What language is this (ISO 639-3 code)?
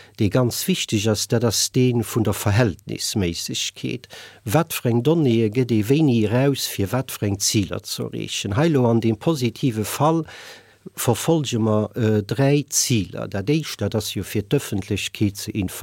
ltz